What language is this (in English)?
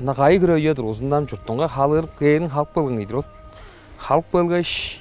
Tuvinian